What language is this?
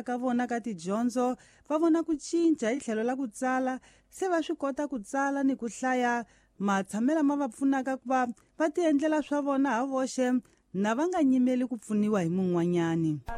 Tsonga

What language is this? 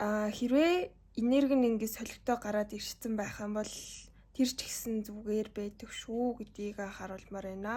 Mongolian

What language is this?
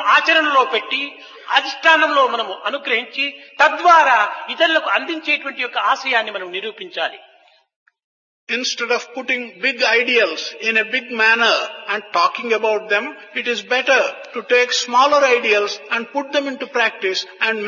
Telugu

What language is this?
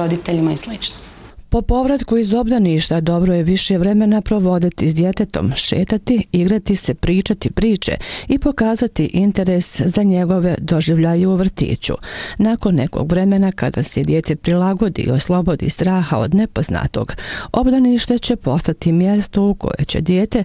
Bosnian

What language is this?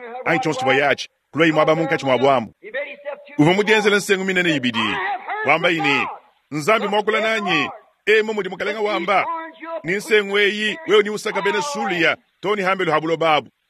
Luba-Lulua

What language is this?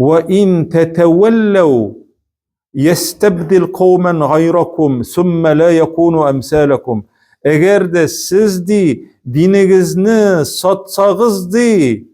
Tatar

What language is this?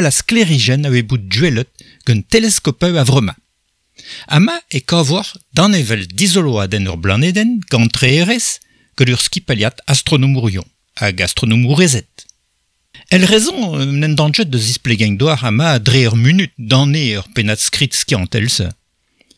Breton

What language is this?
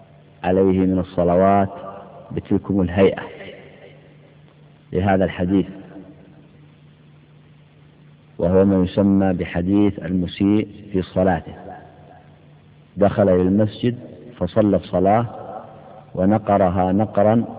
Arabic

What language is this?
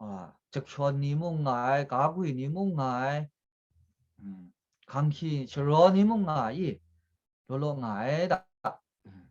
Kachin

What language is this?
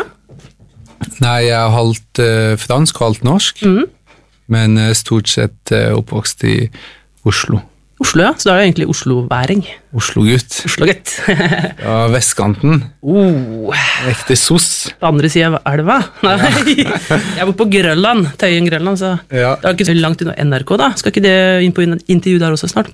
Norwegian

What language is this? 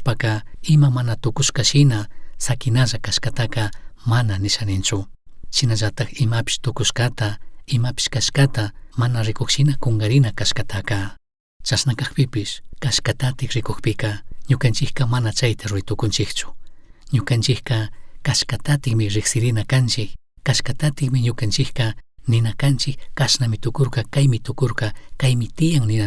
Chimborazo Highland Quichua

